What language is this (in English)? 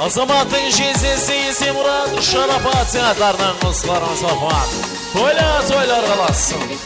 Kara-Kalpak